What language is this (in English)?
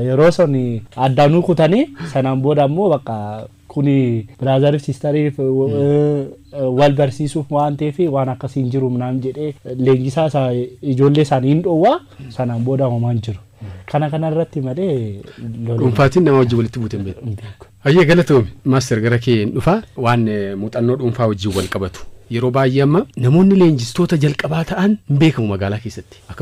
Oromo